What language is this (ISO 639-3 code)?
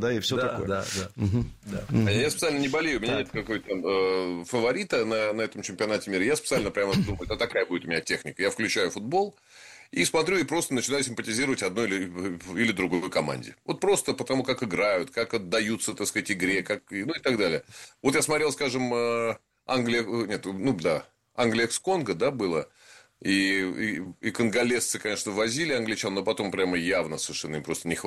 rus